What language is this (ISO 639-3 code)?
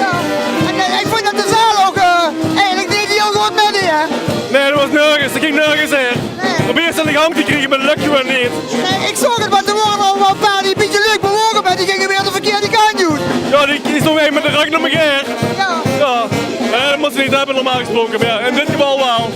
lim